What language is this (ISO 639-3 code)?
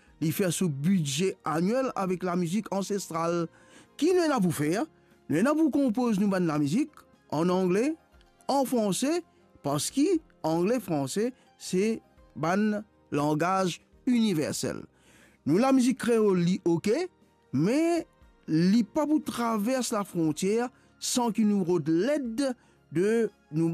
mfe